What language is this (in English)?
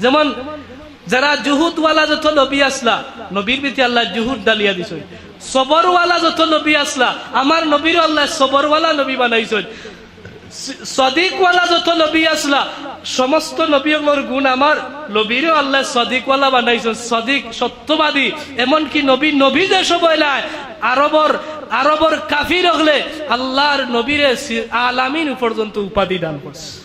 Sylheti